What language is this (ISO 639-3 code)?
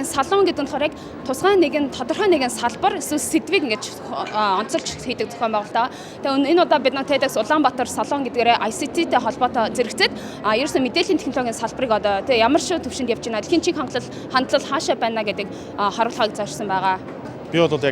mon